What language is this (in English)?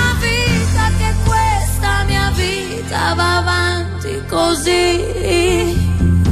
Italian